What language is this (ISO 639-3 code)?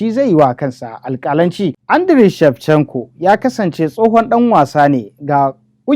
hau